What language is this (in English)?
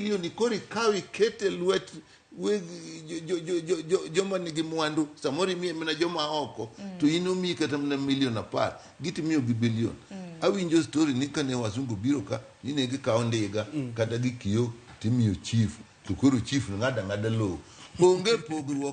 Luo (Kenya and Tanzania)